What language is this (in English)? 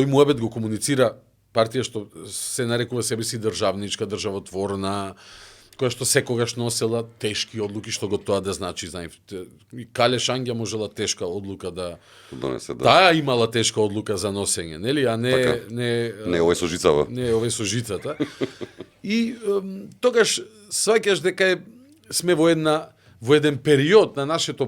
Macedonian